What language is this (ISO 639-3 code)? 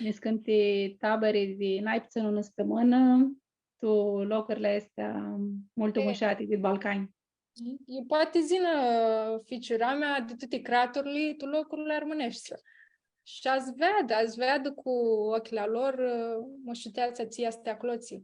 rup